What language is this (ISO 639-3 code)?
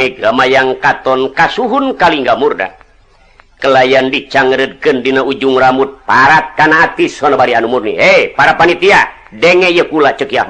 sun